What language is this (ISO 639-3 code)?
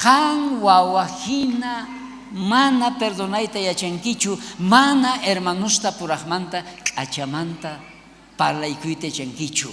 quh